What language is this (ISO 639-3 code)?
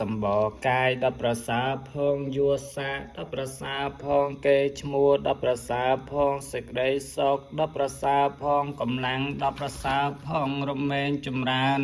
khm